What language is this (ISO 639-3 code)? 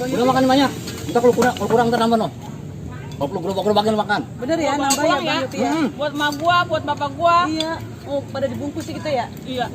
bew